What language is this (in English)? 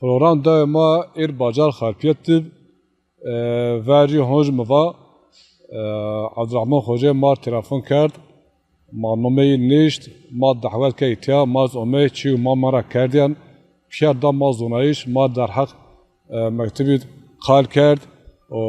Zaza